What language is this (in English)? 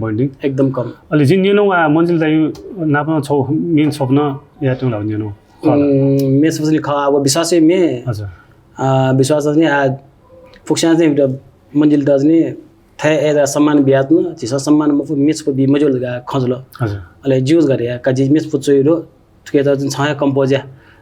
Newari